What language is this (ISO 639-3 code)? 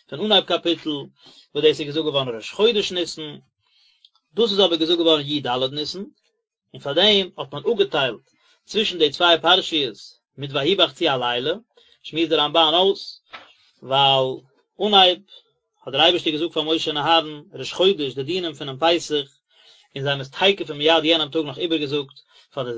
yid